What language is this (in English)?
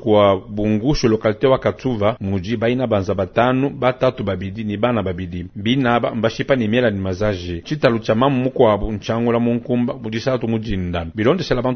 Luba-Lulua